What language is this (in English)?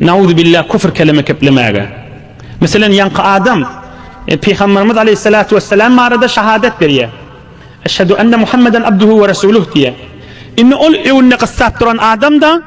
Turkmen